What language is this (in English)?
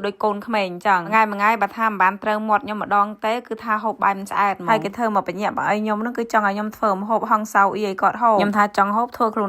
Khmer